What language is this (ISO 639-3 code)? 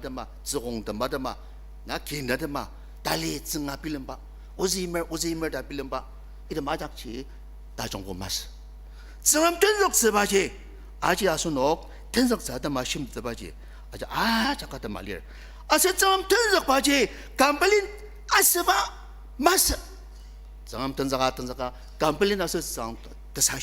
njo